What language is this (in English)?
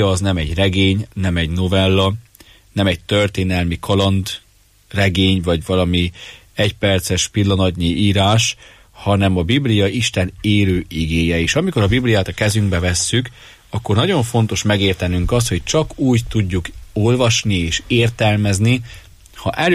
Hungarian